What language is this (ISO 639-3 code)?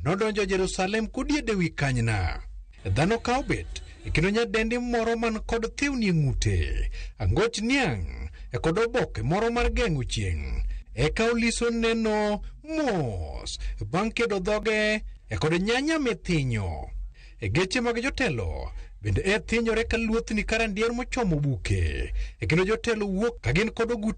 luo